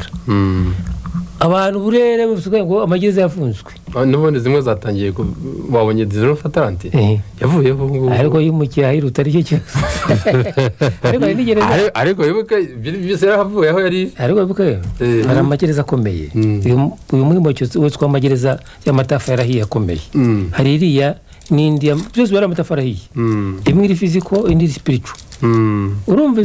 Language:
Kinyarwanda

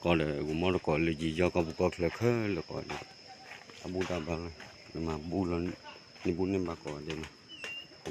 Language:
S'gaw Karen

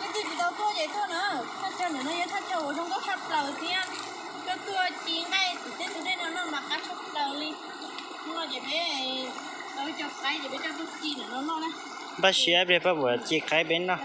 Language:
Hmong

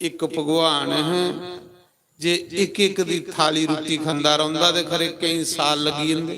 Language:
Dogri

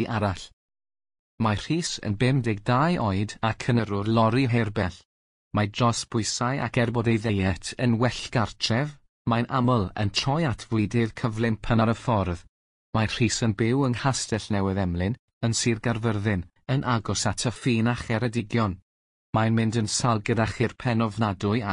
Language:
Welsh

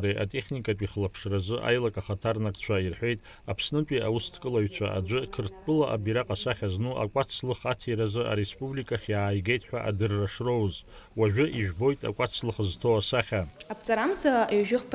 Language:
Abkhazian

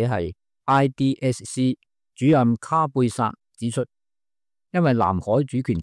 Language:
Cantonese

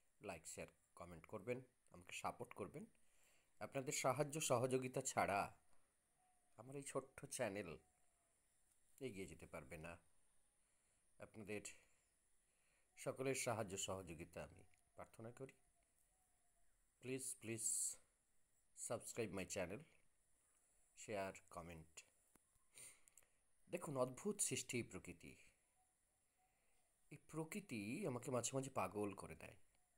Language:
Bangla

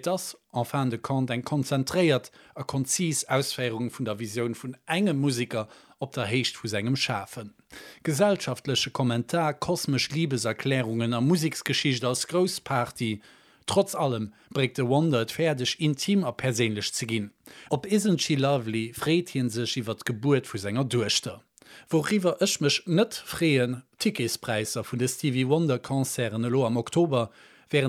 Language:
Luxembourgish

